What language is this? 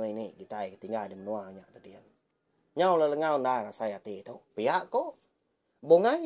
Iban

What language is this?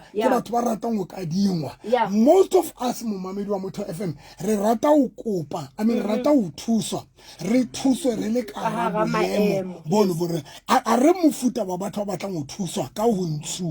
Southern Sotho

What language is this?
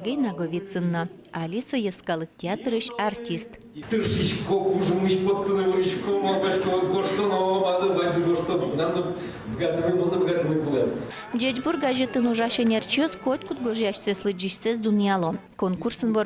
Udmurt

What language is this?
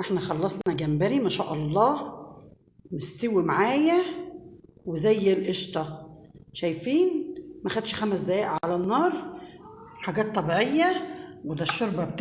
Egyptian Arabic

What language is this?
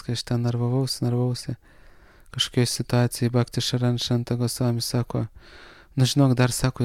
Lithuanian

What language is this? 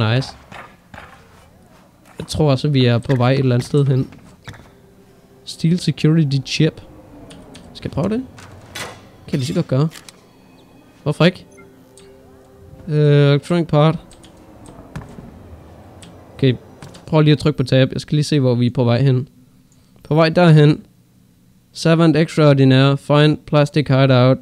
Danish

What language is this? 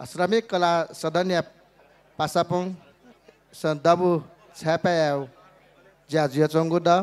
Newari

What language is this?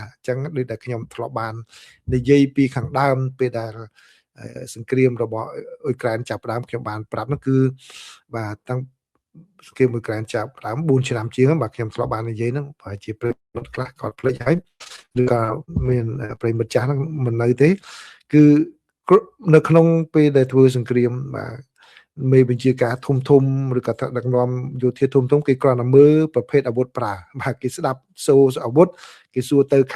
Khmer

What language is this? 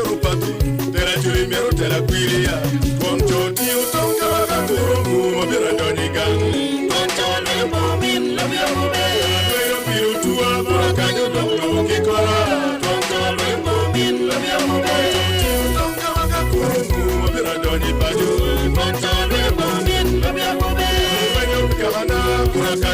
Acoli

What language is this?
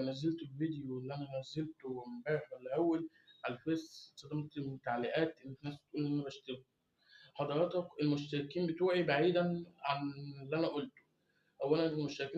Egyptian Arabic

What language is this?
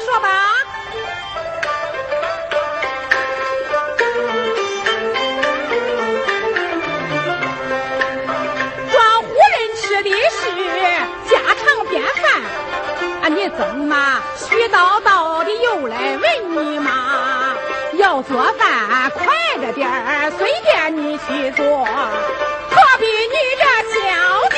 Chinese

